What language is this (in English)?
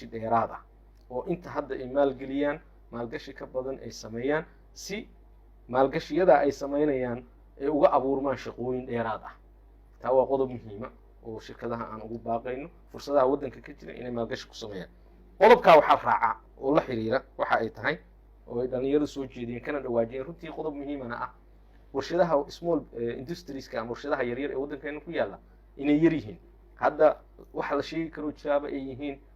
Somali